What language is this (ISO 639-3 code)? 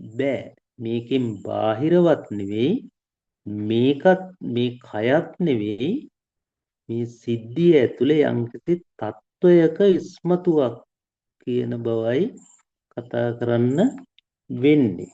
sin